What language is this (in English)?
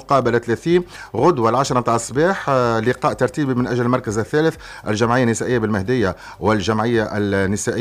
Tunisian Arabic